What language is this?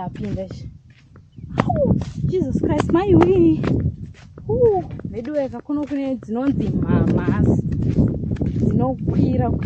Shona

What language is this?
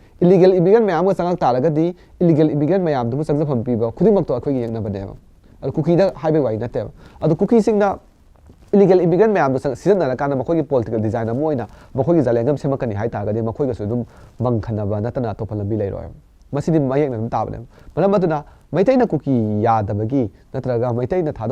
Manipuri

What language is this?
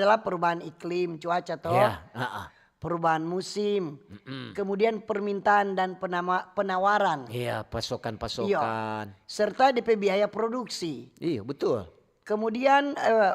Manado Malay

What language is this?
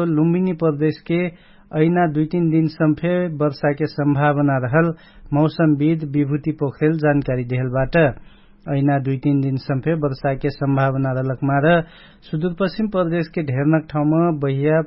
Dangaura Tharu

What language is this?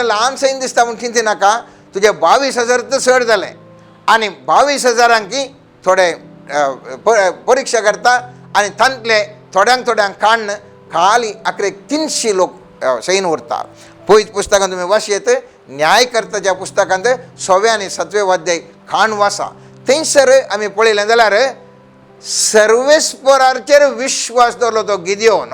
Konkani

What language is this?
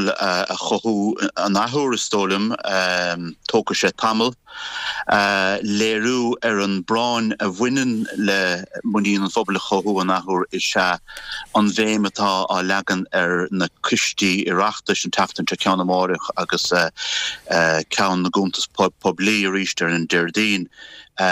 Irish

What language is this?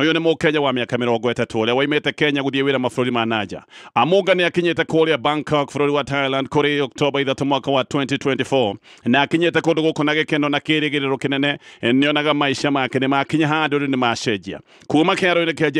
Kikuyu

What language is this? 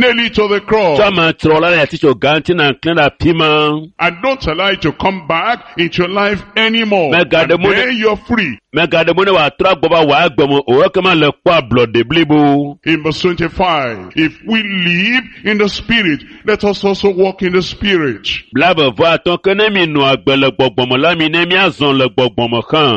Ewe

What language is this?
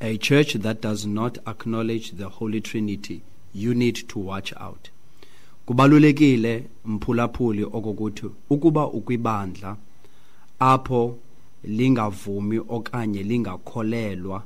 Xhosa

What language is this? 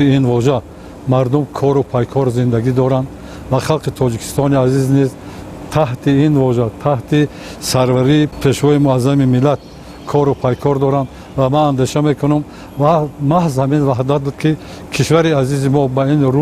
Tajik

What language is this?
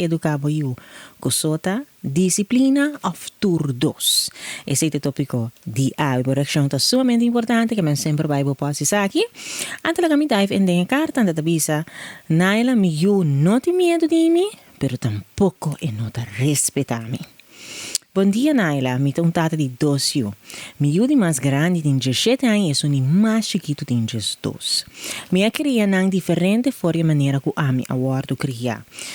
Papiamento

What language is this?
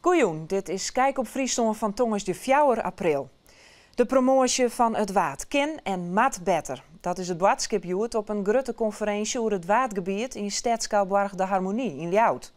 Western Frisian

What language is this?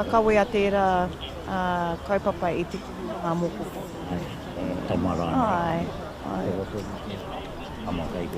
Māori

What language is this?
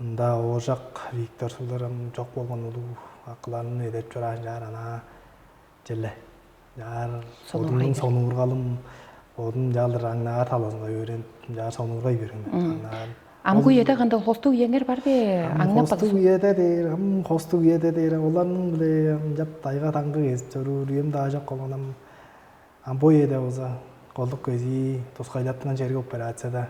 Tuvinian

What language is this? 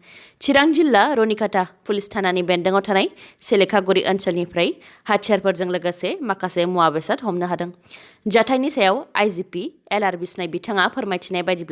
Bodo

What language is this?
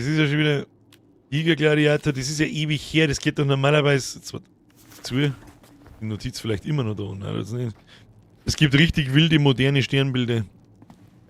Bavarian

